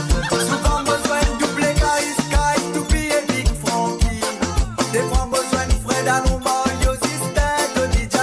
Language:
Morisyen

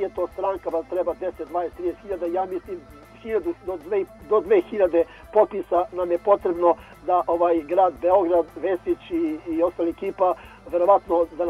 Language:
Serbian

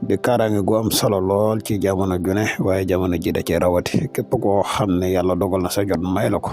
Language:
Wolof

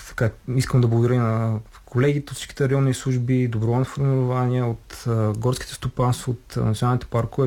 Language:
Bulgarian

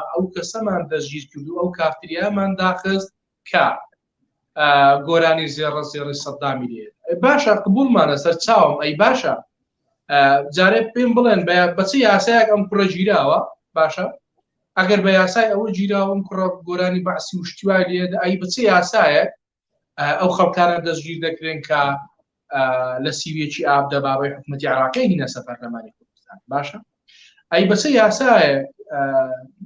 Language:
Central Kurdish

